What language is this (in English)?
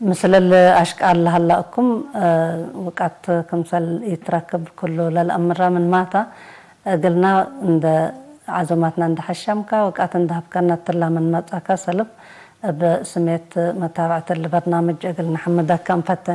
Tigre